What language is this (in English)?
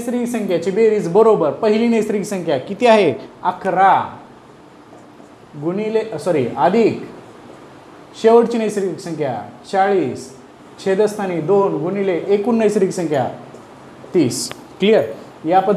Marathi